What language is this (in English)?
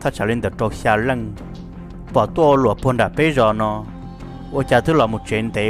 Hmong